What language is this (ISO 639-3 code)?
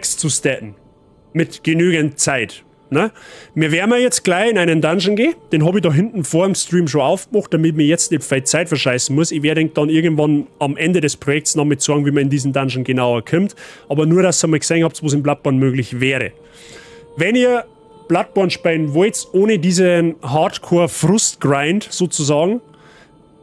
bar